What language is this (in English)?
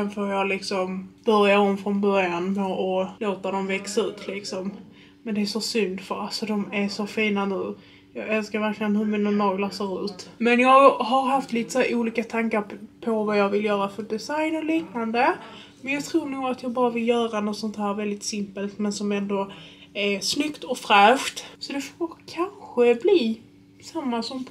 Swedish